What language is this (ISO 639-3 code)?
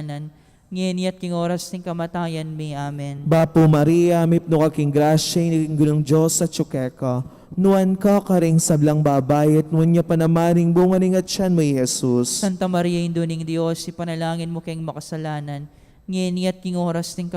pam